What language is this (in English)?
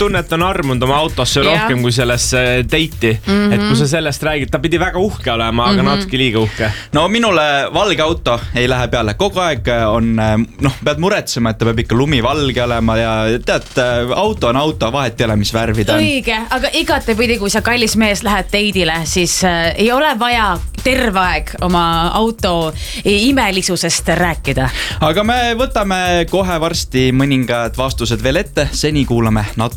Estonian